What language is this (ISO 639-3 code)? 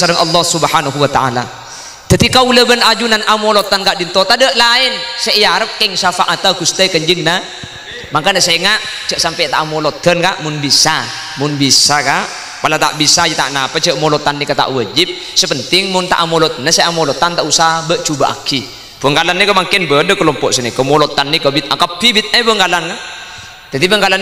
mad